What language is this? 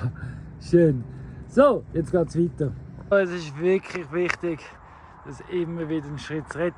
Swiss German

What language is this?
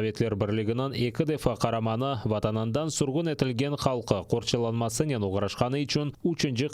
Crimean Tatar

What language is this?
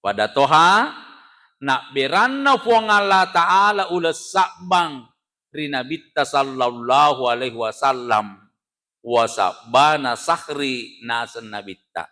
Buginese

